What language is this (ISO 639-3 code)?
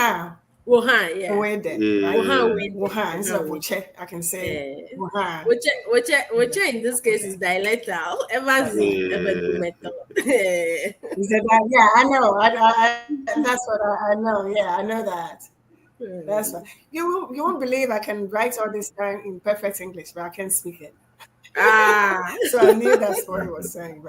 ewe